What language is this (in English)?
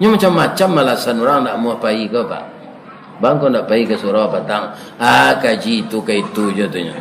Minangkabau